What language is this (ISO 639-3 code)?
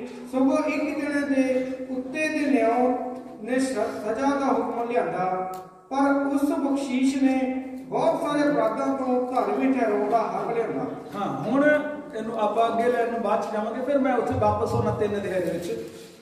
pan